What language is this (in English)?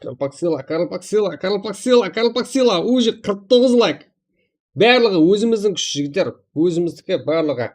Kara-Kalpak